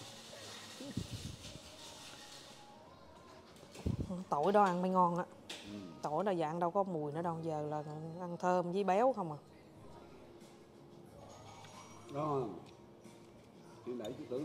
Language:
Vietnamese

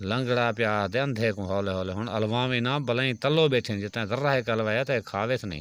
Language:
Saraiki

